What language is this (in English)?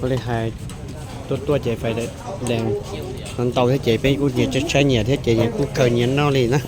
Hmong